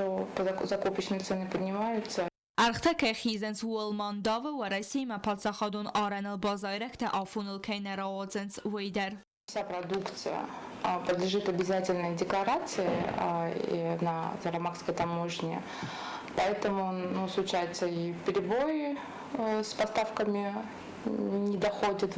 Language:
Ossetic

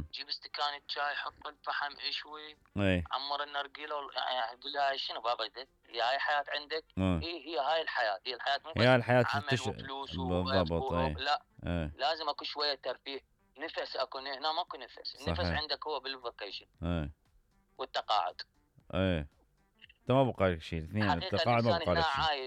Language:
Mesopotamian Arabic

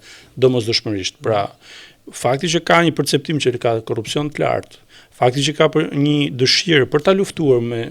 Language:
Albanian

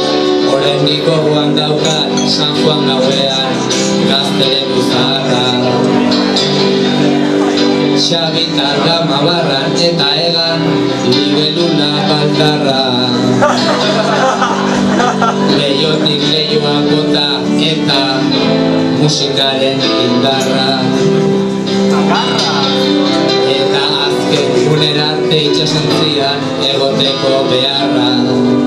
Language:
Basque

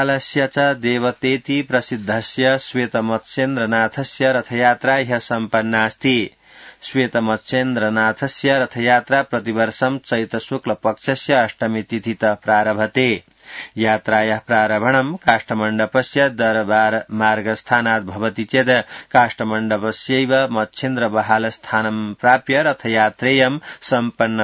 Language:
Sanskrit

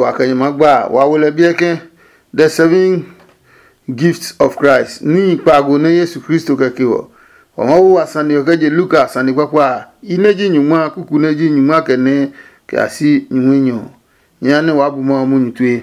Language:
Adangme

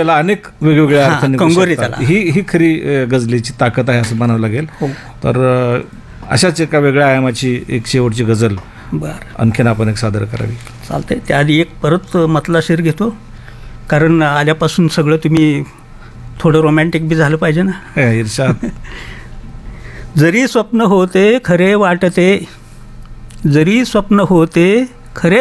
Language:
Marathi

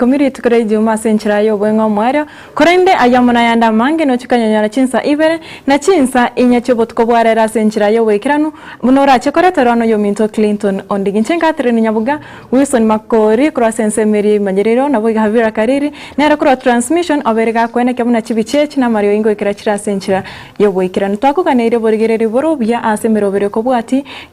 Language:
Gusii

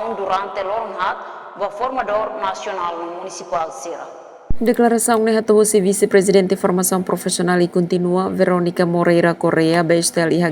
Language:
Tetum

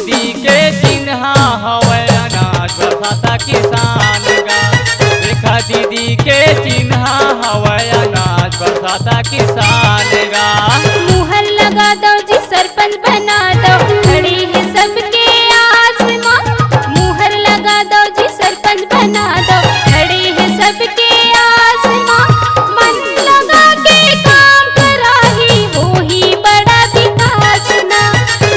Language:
Chhattisgarhi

